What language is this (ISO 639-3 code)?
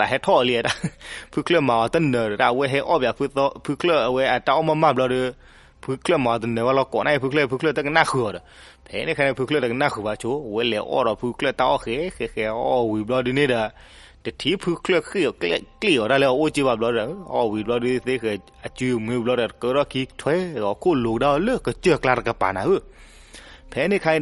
ksw